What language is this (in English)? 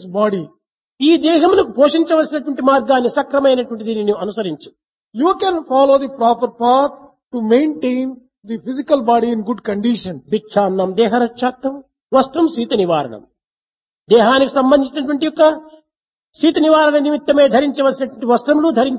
Telugu